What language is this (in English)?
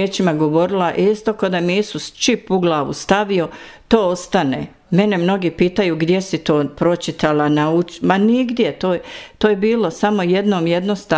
Bosnian